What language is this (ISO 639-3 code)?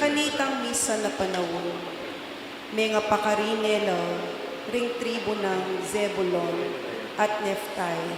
pam